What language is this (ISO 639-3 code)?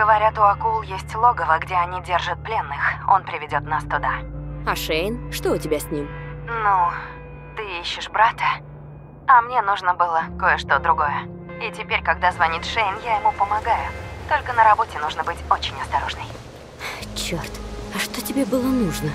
rus